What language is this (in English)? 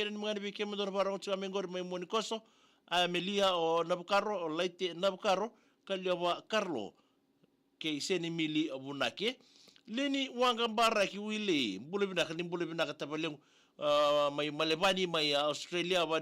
Fijian